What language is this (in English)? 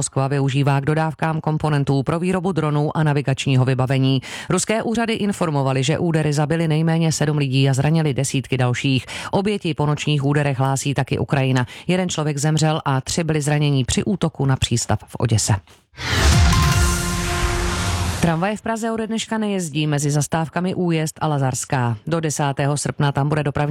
Czech